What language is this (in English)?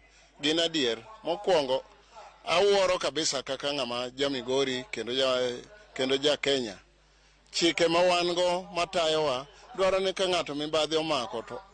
Luo (Kenya and Tanzania)